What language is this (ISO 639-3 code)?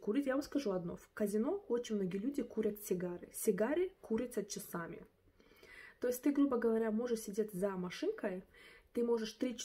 rus